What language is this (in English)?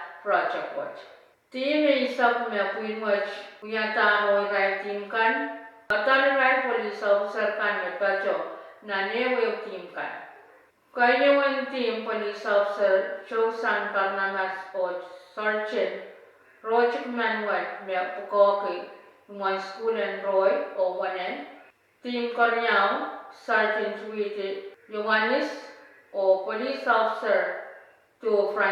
Pohnpeian